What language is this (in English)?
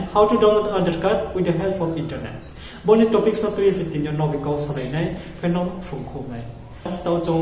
Riang (India)